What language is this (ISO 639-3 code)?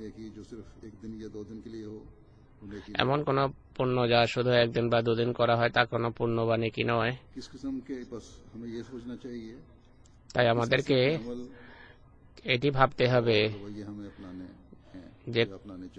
ben